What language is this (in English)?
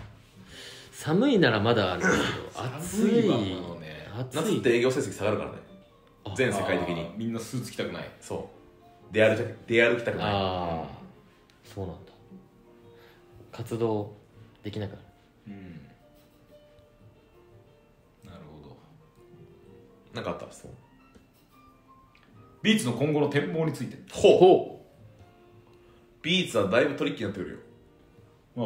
Japanese